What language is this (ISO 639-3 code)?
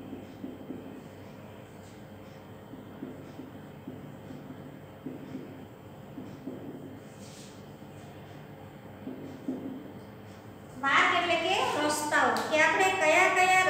guj